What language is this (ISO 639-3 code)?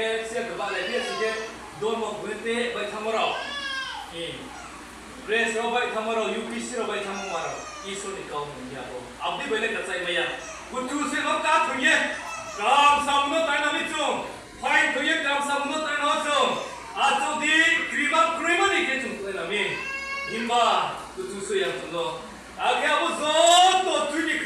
ria